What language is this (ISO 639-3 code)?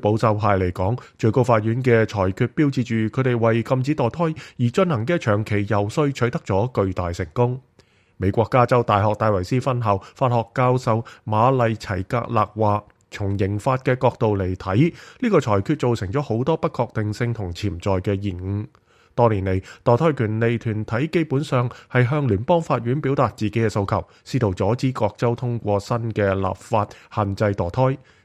yue